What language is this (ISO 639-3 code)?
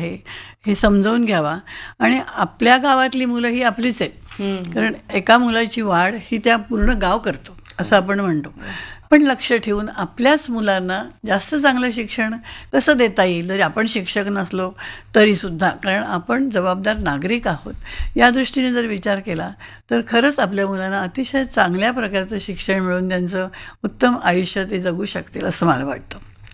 mar